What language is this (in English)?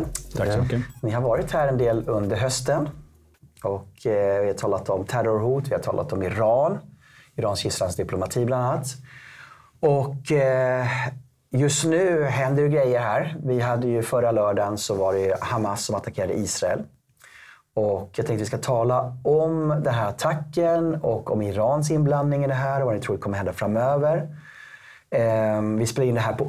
Swedish